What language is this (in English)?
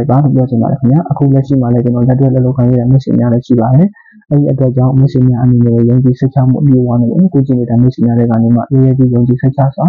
Burmese